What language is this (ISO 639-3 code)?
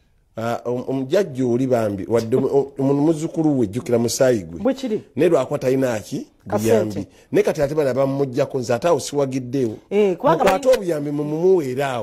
lug